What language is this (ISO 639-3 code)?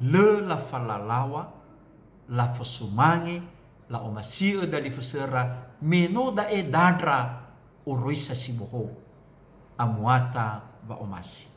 nia